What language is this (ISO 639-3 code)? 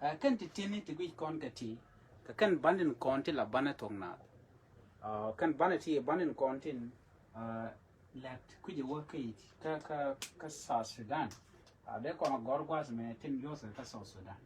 nus